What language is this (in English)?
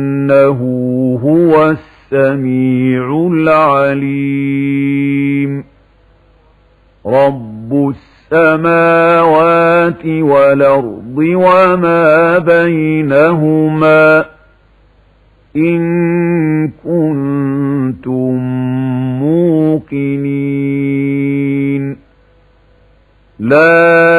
Arabic